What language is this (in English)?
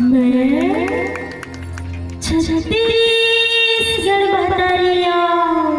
Chhattisgarhi